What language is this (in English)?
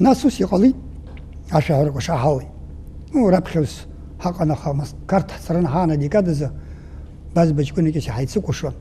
Abkhazian